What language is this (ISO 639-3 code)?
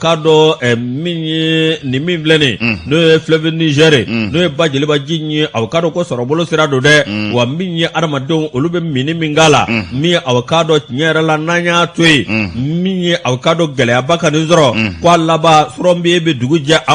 bam